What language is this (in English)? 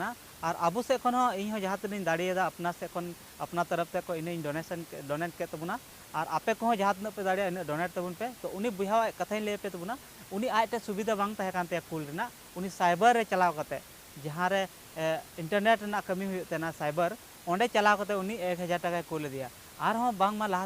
Santali